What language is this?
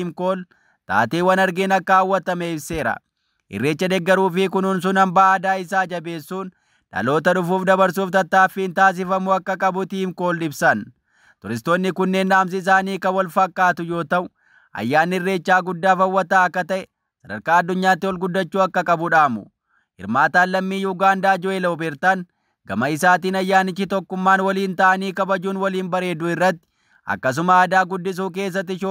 Oromo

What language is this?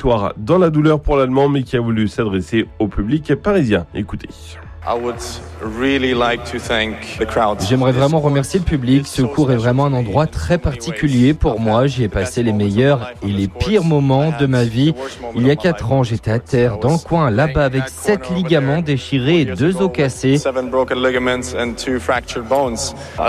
French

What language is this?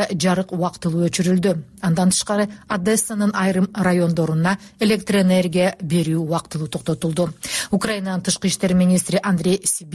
Kyrgyz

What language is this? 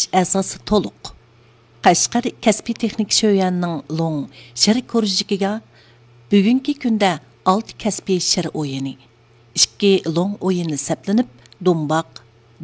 Uyghur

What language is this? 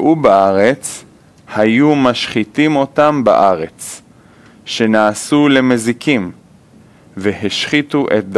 Hebrew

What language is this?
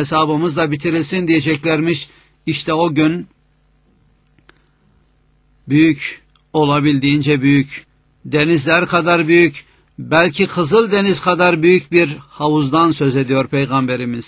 Turkish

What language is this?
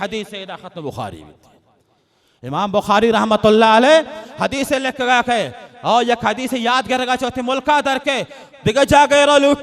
Baluchi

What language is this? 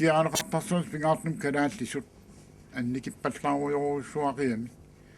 Kalaallisut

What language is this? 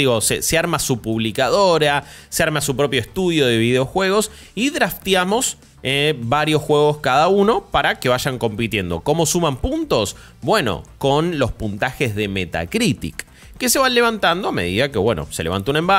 Spanish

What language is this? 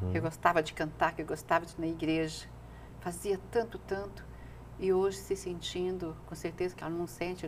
Portuguese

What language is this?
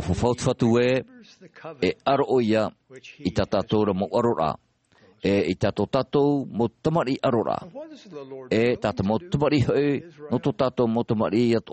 Tahitian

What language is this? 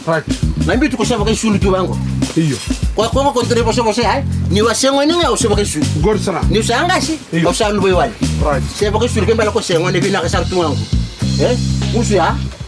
Fijian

